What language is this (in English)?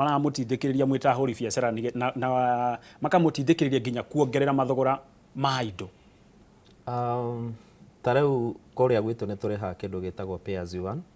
Kikuyu